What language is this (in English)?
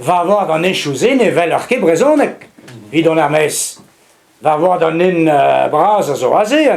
Breton